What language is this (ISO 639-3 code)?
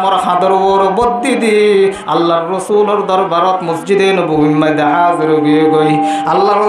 rhg